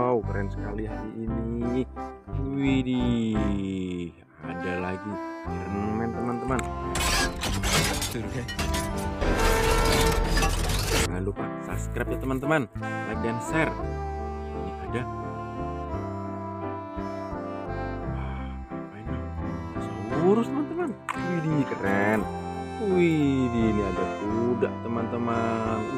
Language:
Indonesian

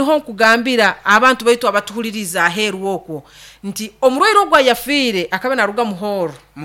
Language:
Nyoro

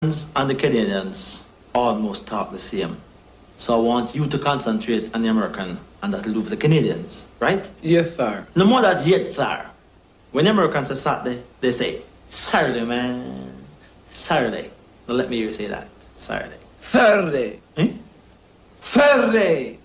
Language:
Jamaican Creole English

